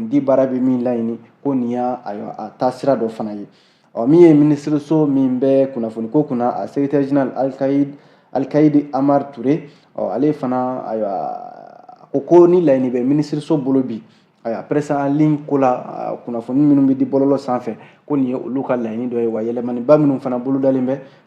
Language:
Bambara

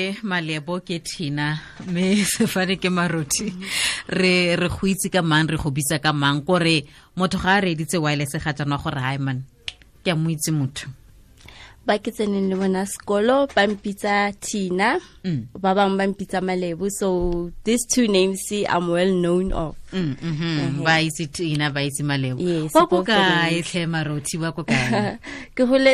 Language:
Tswana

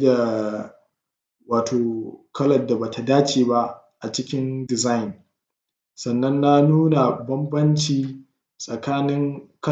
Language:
Hausa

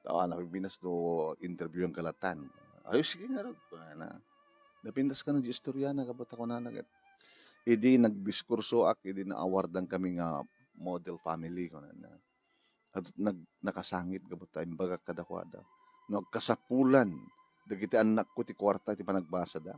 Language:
Iloko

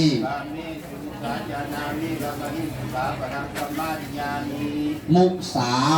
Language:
Pali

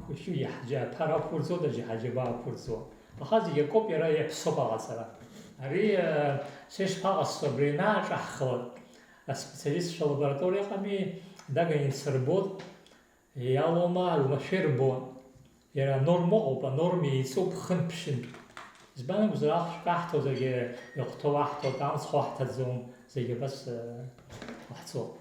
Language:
Abkhazian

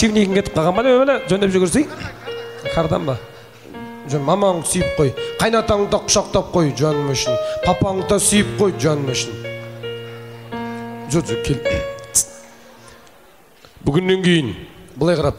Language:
Kazakh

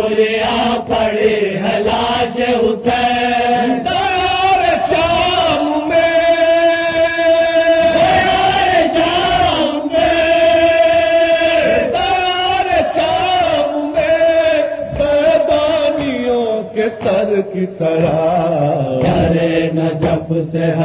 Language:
Urdu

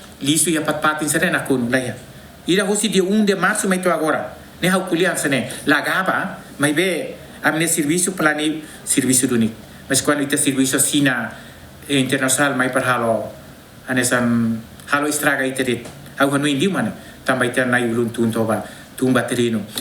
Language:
Tetum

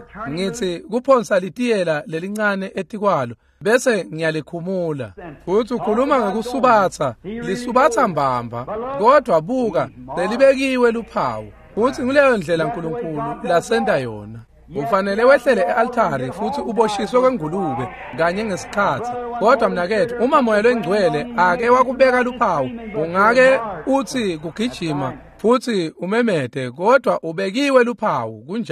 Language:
Swati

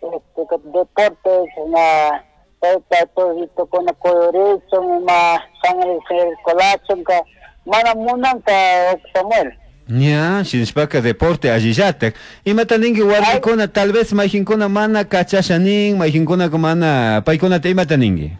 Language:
Chimborazo Highland Quichua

